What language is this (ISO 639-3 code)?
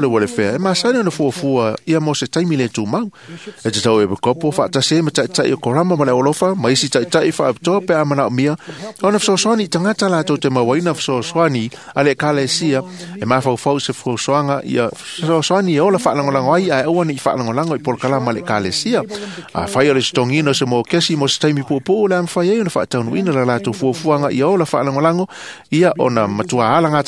smo